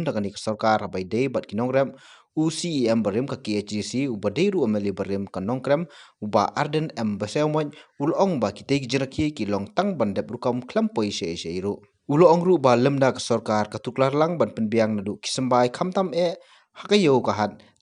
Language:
Khasi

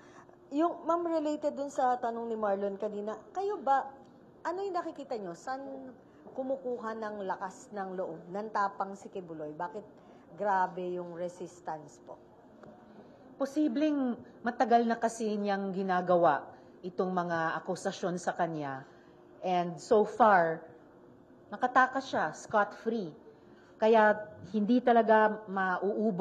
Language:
Filipino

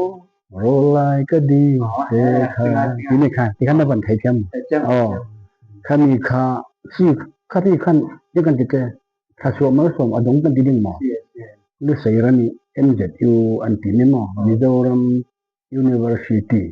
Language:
Falam Chin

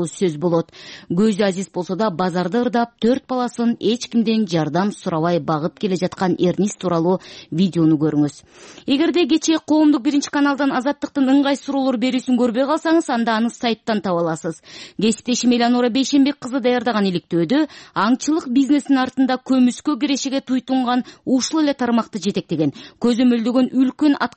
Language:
Kyrgyz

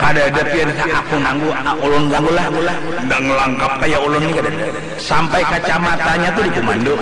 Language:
Banjar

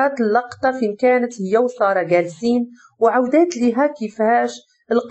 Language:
Moroccan Arabic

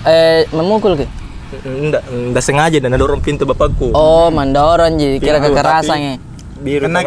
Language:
Makassar Malay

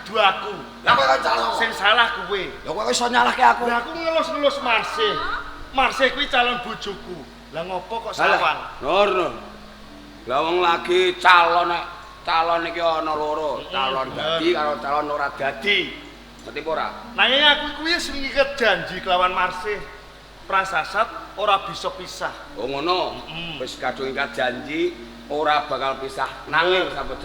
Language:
Javanese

